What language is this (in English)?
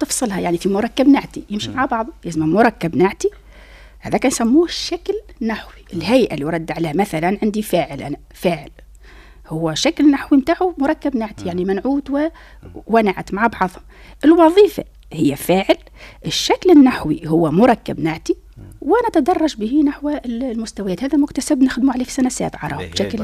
Tunisian Arabic